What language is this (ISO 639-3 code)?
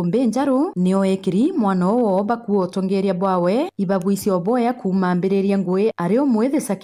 mer